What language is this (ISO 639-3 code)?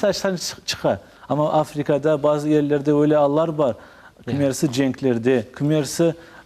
crh